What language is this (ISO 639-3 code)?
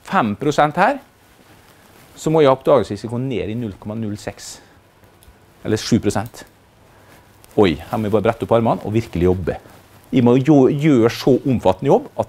nor